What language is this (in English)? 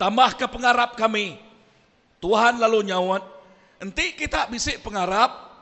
Iban